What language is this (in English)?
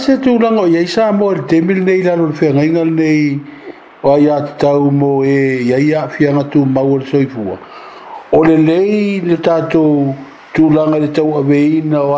Samoan